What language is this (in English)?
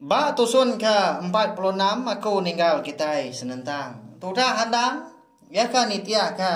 Iban